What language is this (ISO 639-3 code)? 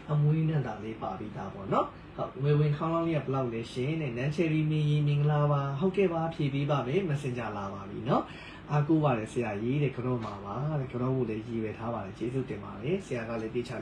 mya